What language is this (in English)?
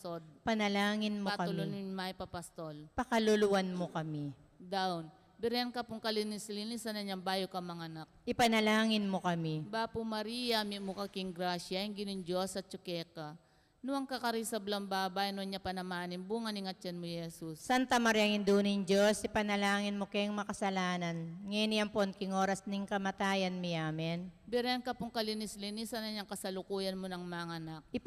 Pampanga